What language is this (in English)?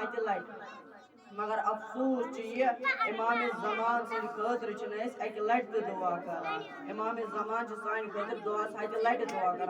Kashmiri